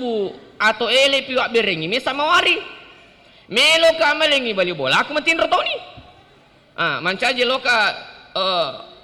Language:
Buginese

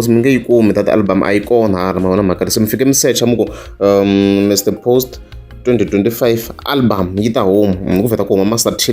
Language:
Tsonga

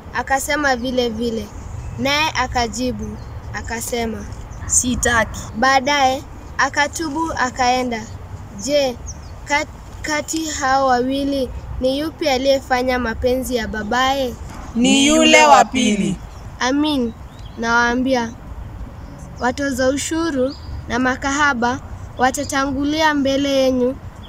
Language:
Swahili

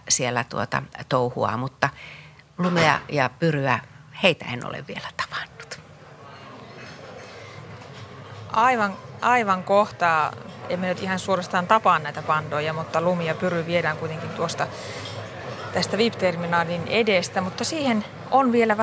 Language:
Finnish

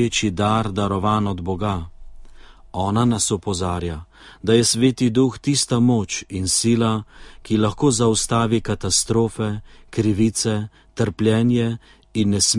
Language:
Slovenian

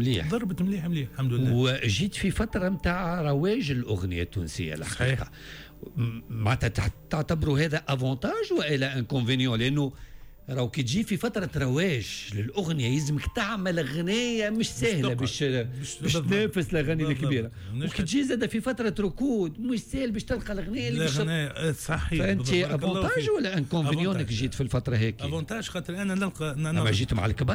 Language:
Tunisian Arabic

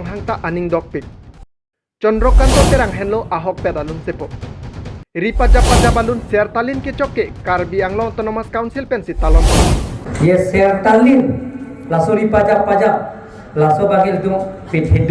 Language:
Karbi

